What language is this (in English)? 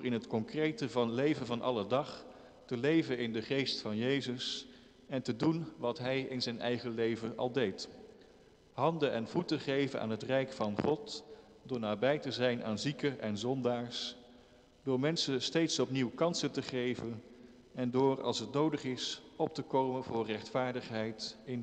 Dutch